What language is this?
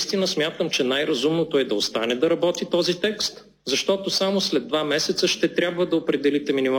Bulgarian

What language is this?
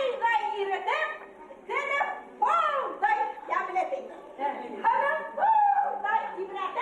Bashkir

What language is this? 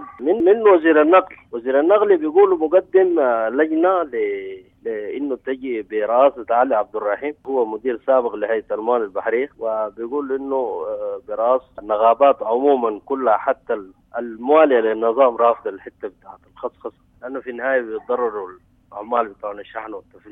Sudanese Arabic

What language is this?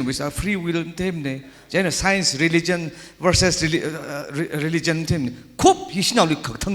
Tangkhul Naga (India)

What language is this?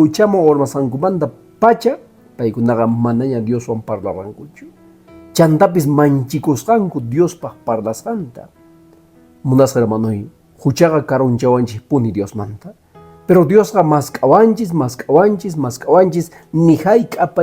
Quechua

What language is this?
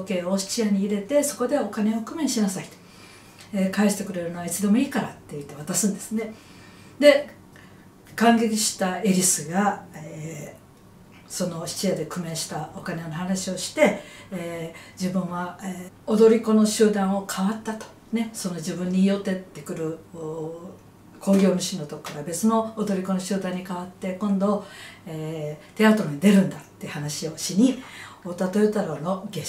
Japanese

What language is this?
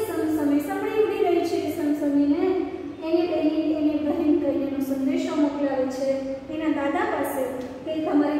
Gujarati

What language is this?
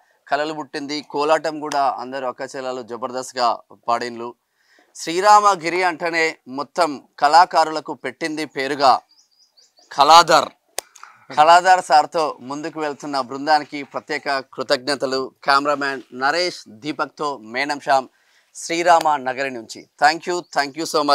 Telugu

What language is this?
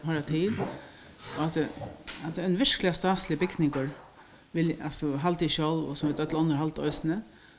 Faroese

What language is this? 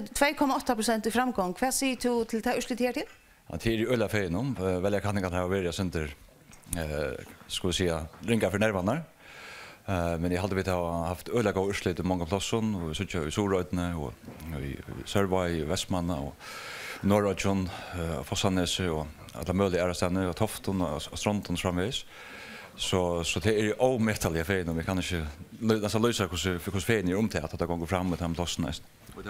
Faroese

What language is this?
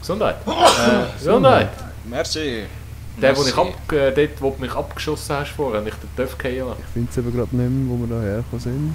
Swiss German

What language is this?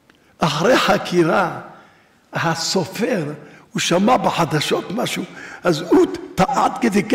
Hebrew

